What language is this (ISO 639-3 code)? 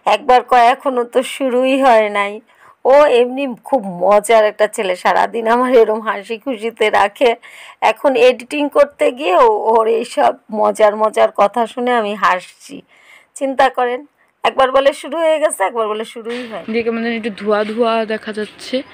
ben